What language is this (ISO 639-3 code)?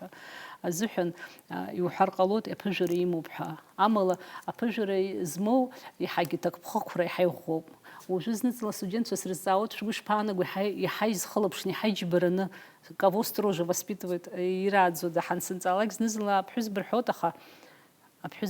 abk